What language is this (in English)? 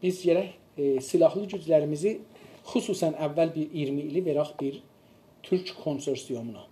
South Azerbaijani